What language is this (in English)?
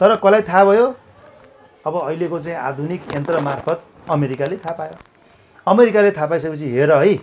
Nepali